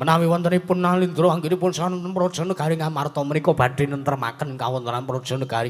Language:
Javanese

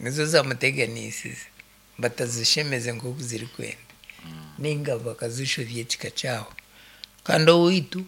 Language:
Nyankole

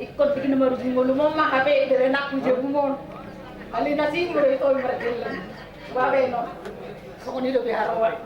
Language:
Batak Toba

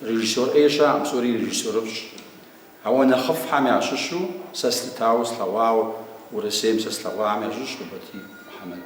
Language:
Kabardian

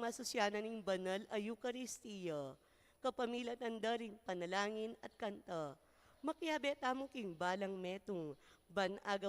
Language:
Pampanga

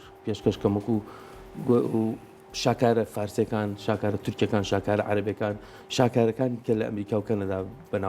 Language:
Central Kurdish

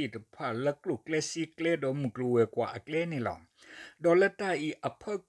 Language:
S'gaw Karen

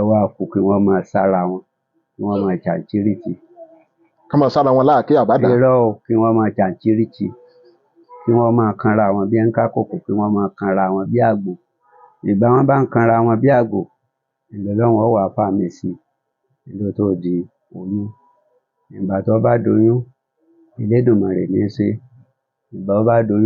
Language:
Yoruba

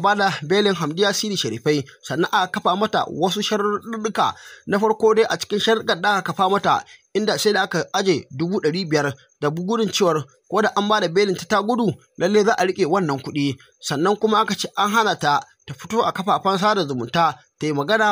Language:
Hausa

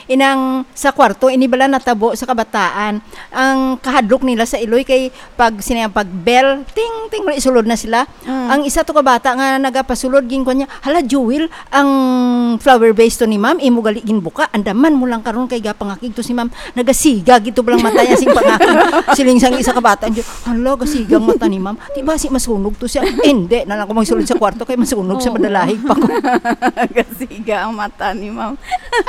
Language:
Hiligaynon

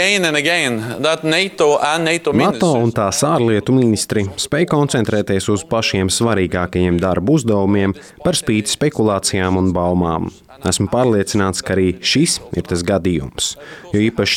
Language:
Latvian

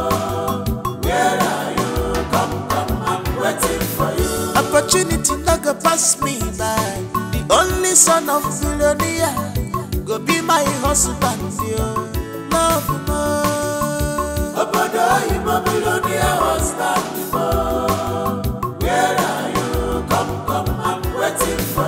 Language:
Nigerian Pidgin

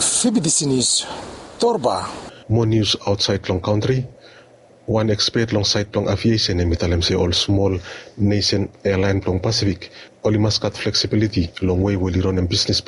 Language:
Bislama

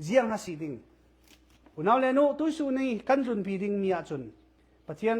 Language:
Falam Chin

